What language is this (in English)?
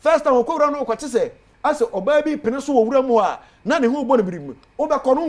Akan